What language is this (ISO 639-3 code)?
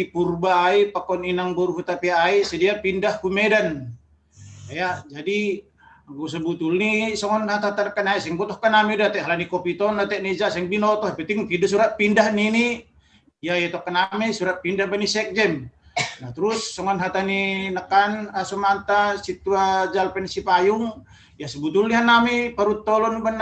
bts